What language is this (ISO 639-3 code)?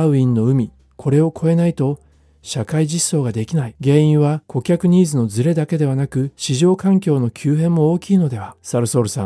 jpn